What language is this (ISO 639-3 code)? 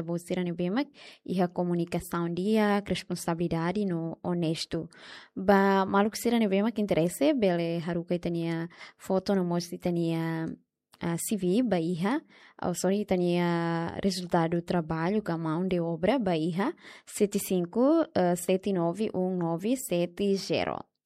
tet